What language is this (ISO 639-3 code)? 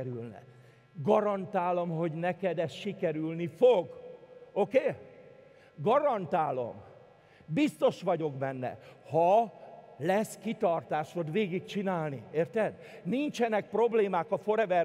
hun